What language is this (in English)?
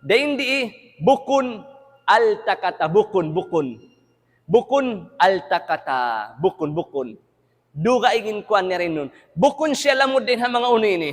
Tausug